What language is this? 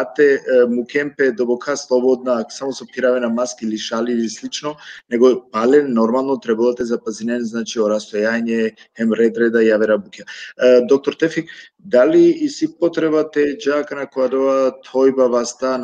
Balkan Romani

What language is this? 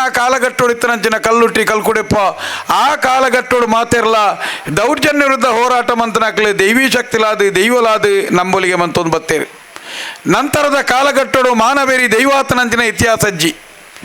Tulu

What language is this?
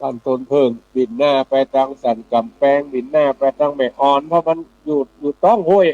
Northern Thai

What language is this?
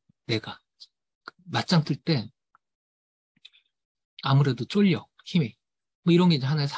Korean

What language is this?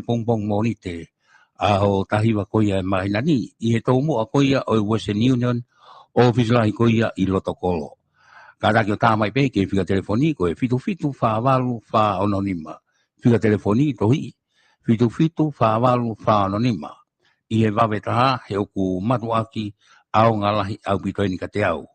Tongan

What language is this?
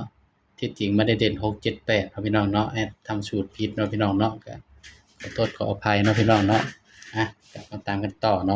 Northeastern Thai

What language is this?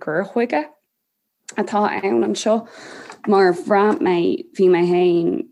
Irish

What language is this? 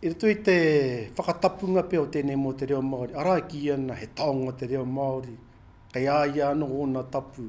Māori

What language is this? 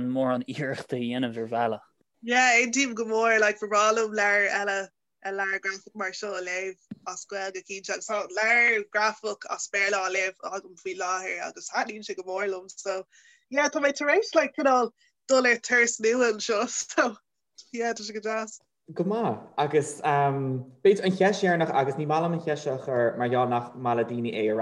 Irish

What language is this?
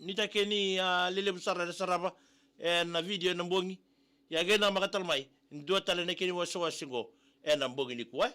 Fijian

